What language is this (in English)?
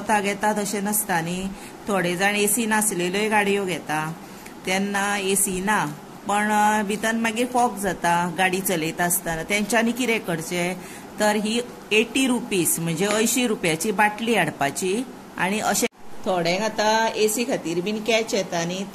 Konkani